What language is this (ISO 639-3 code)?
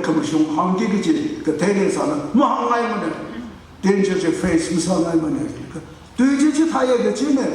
nmf